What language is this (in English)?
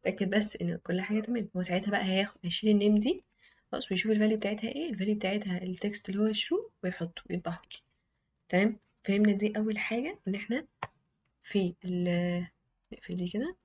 Egyptian Arabic